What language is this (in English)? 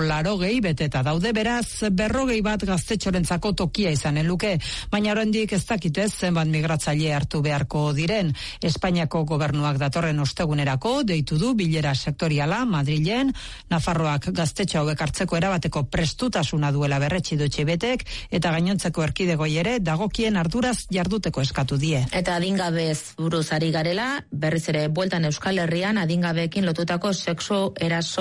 Basque